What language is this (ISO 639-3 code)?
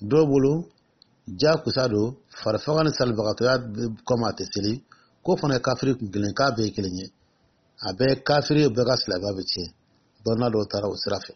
dyu